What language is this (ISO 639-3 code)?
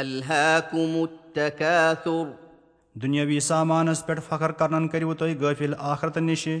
kas